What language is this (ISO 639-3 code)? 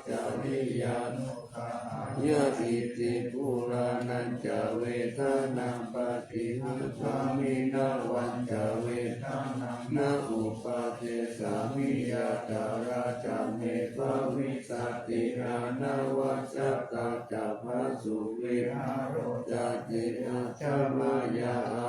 pli